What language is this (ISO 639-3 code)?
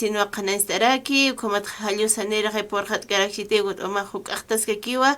aym